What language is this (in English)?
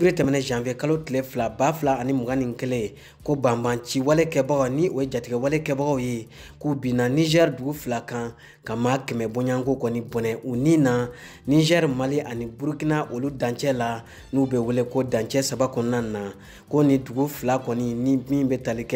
Bambara